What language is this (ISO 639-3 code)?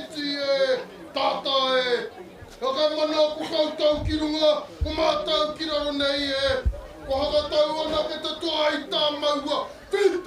mri